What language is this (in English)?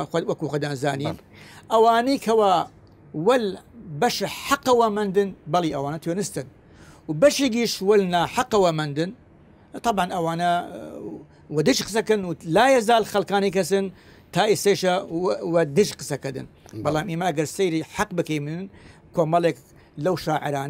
Southern Kurdish